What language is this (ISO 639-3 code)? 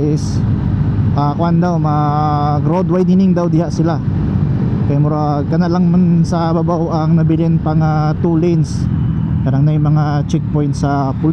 ceb